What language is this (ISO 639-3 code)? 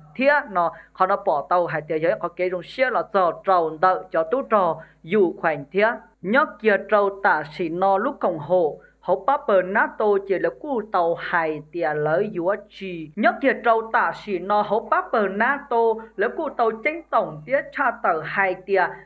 hmn